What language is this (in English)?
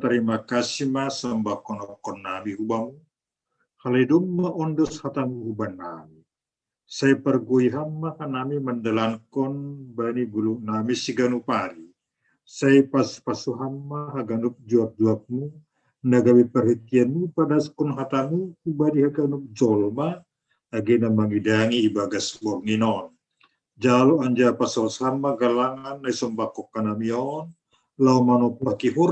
Batak Simalungun